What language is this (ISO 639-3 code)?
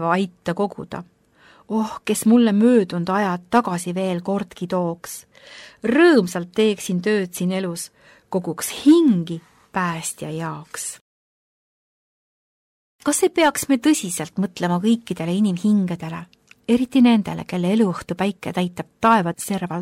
est